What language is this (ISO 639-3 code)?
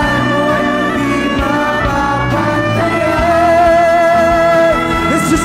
hil